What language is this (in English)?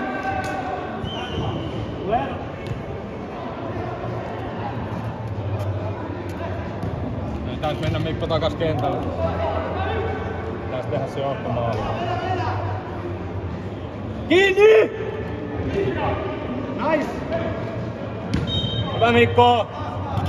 Finnish